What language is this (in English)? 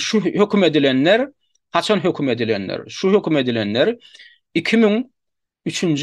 Turkmen